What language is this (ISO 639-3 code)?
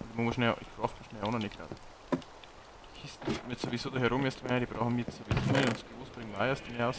bar